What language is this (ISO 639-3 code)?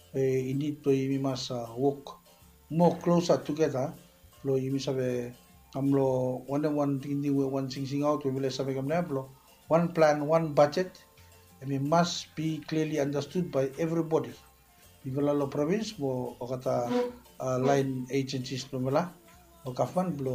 bis